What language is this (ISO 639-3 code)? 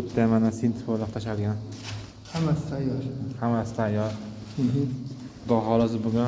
uzb